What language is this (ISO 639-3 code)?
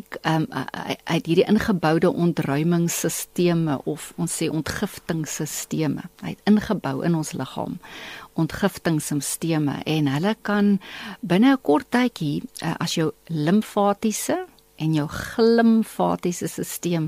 afr